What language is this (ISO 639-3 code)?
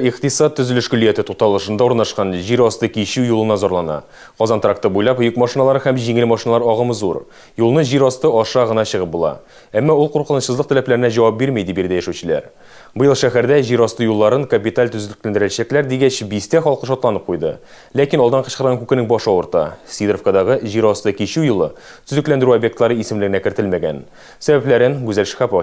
tat